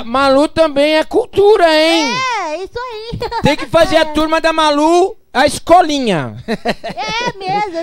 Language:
Portuguese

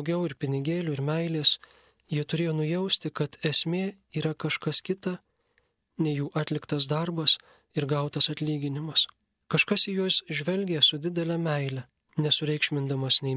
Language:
Lithuanian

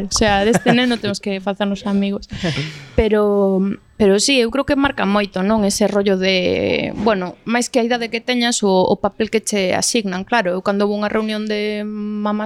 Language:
Galician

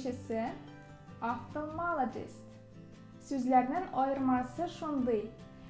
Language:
Tatar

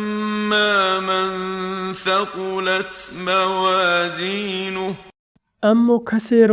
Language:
Tajik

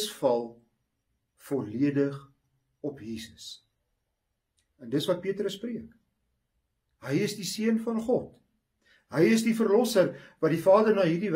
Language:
Afrikaans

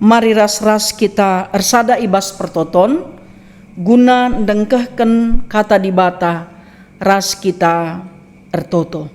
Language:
Batak Karo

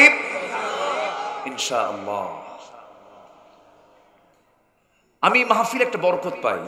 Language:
Bangla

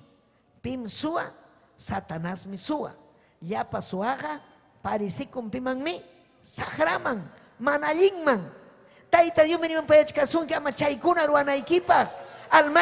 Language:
Ayacucho Quechua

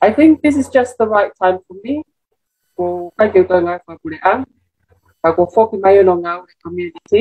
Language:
Tongan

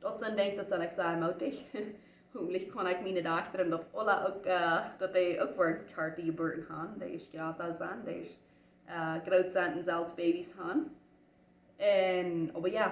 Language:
Plautdietsch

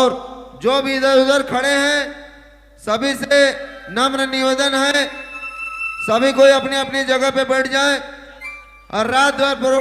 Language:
Sadri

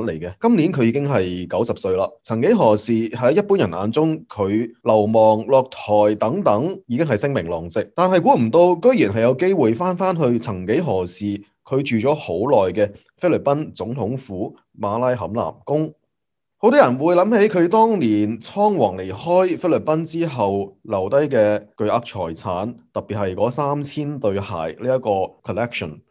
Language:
Cantonese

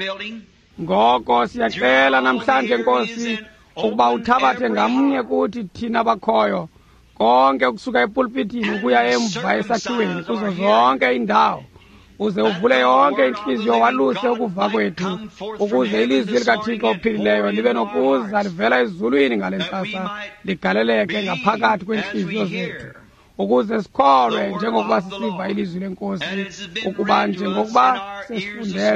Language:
Xhosa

